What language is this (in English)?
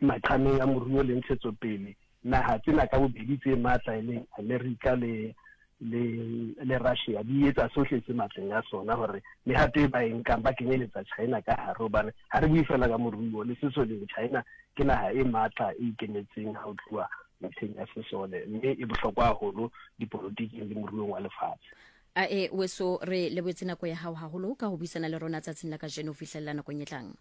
Southern Sotho